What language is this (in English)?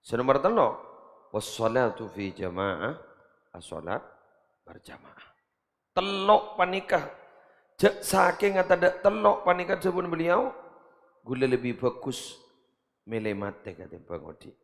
Madurese